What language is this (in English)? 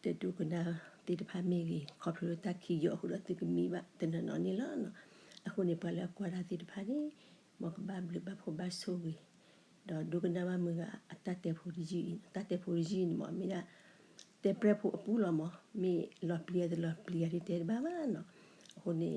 S'gaw Karen